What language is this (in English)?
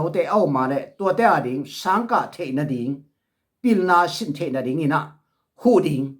Tedim Chin